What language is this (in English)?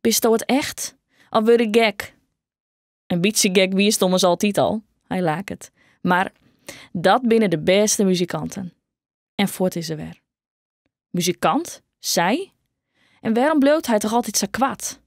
Western Frisian